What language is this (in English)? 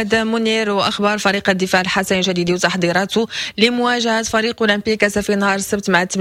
Moroccan Arabic